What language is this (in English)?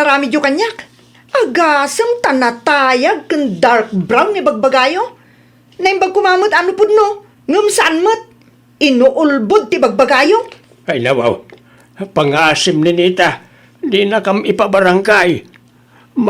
Iloko